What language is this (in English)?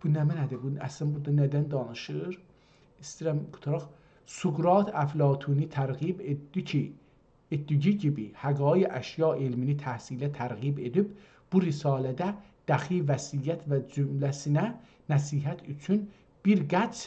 South Azerbaijani